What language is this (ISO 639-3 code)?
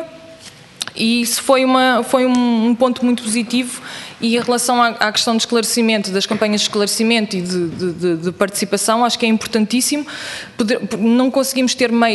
por